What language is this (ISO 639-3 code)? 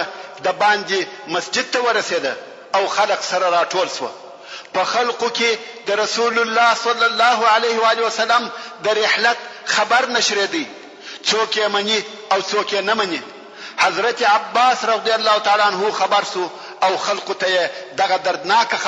pus